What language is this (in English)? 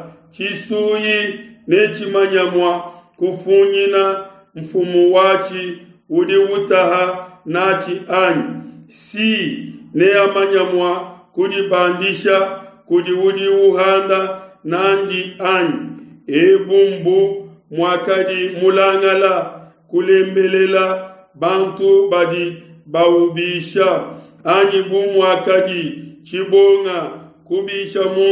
Luba-Lulua